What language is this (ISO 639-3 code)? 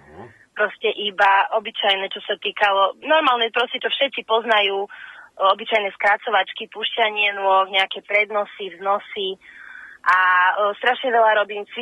slk